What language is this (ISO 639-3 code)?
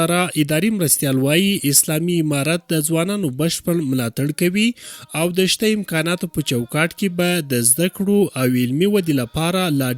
pus